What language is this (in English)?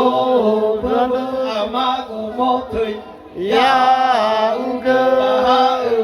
Nias